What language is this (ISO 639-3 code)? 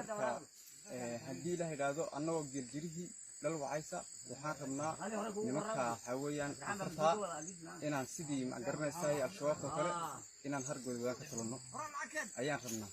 som